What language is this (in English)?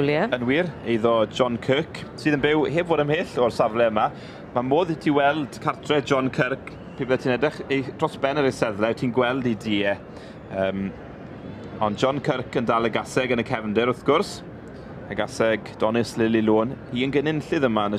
Welsh